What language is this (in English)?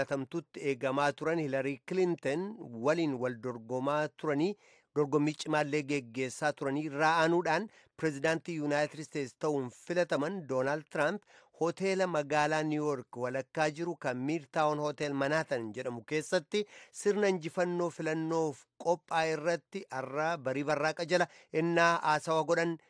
Oromo